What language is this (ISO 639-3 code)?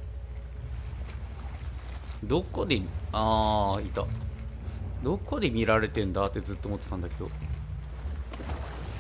jpn